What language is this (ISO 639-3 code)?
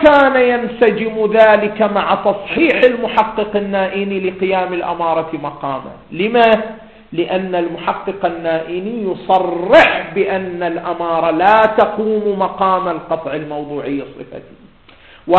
ara